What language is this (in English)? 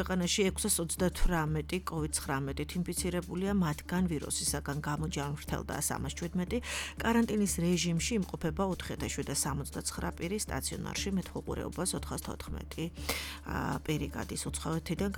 Georgian